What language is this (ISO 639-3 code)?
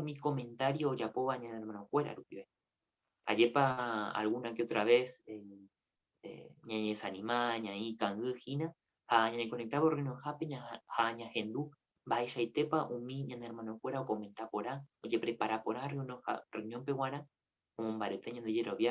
grn